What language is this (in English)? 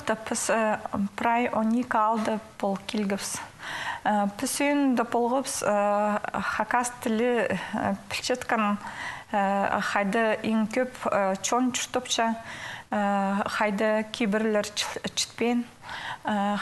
Khakas